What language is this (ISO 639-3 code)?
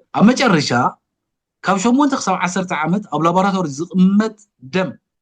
tir